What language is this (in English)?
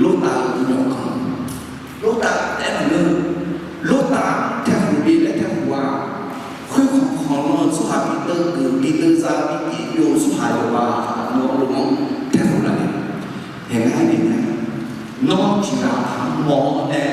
Akha